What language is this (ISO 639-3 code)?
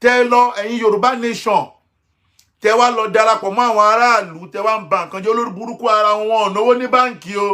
yor